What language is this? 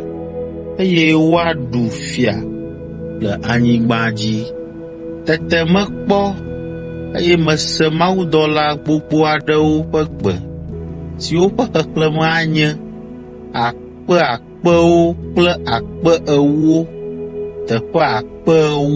Ewe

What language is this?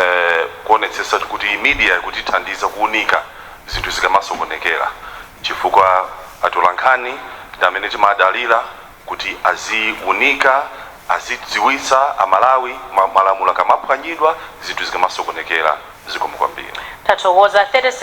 Nyanja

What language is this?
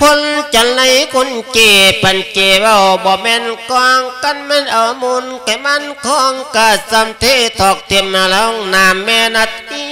Lao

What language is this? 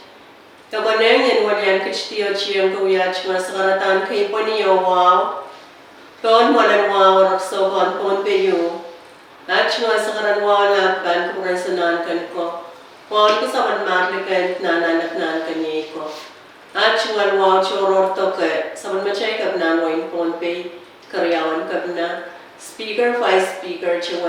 Pohnpeian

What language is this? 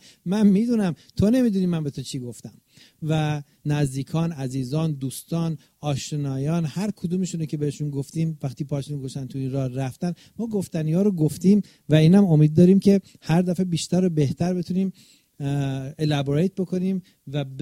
Persian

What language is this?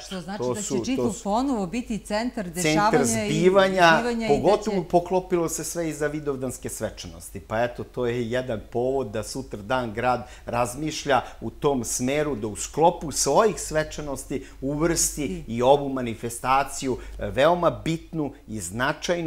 Serbian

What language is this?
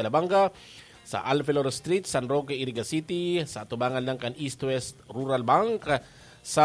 Bikol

